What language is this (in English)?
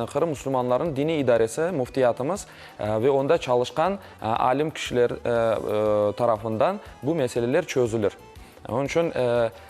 Crimean Tatar